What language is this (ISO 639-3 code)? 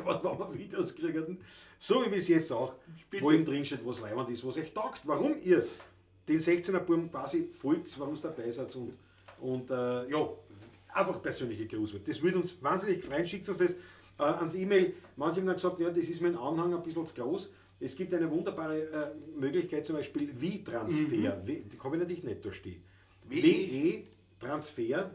bar